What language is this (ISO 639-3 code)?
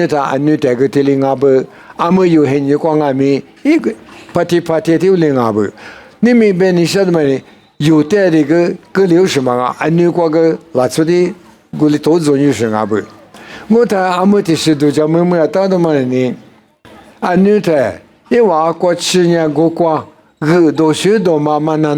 lis